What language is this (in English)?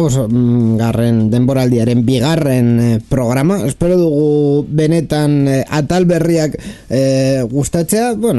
Basque